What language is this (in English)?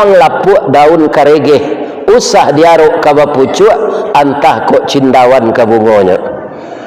Minangkabau